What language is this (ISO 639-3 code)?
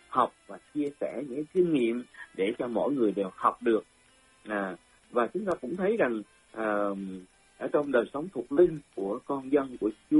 vie